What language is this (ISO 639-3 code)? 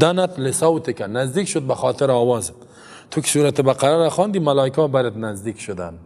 fas